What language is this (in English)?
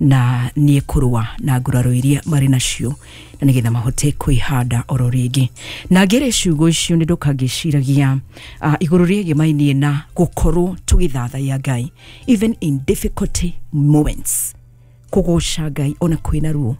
Kikuyu